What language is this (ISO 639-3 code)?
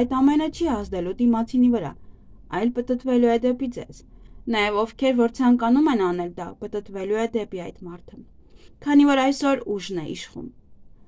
hye